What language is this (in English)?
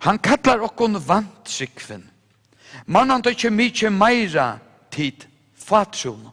Faroese